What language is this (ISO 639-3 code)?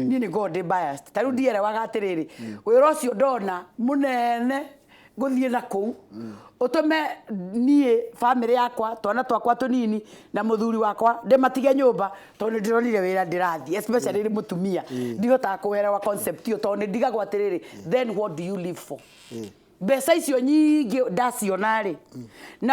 kik